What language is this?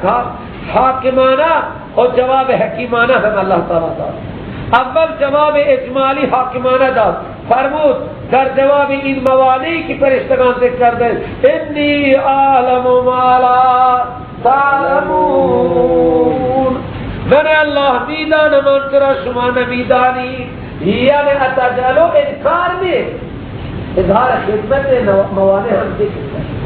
Persian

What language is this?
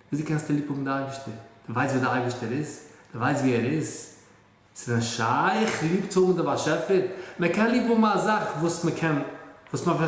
Yiddish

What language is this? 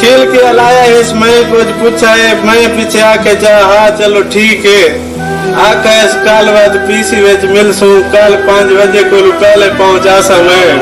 Saraiki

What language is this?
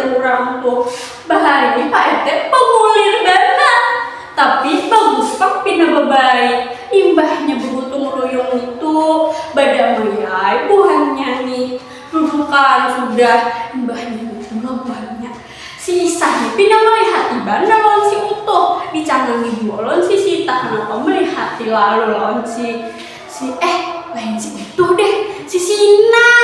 Banjar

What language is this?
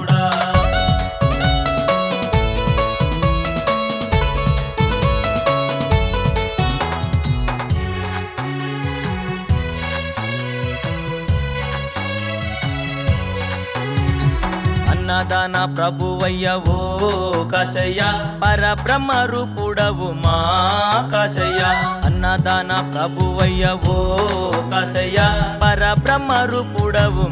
Telugu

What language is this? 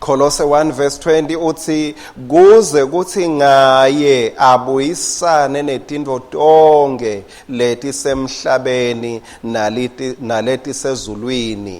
Swati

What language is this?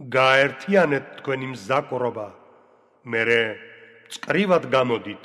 Georgian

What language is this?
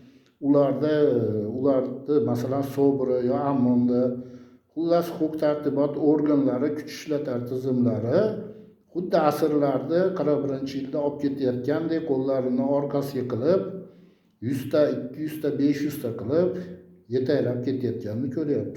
Uzbek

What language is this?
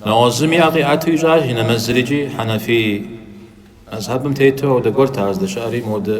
Kabardian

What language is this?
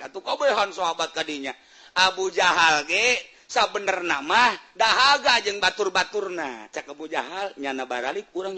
Sundanese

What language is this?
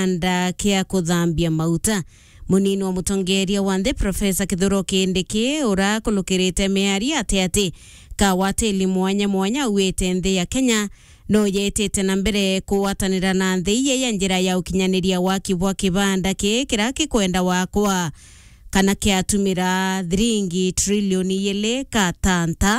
Meru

